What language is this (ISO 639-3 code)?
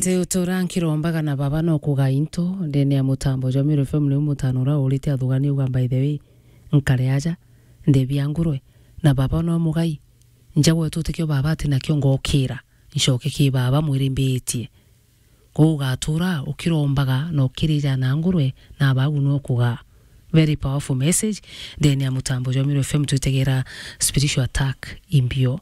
mer